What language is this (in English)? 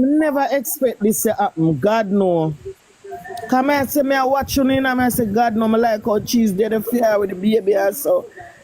Jamaican Creole English